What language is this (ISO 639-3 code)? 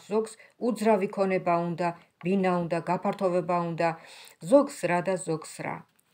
kat